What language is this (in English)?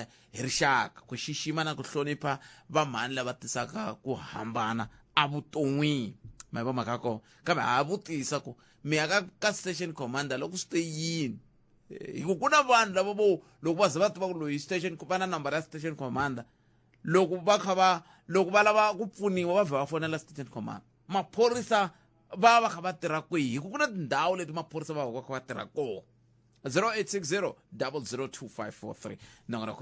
Tsonga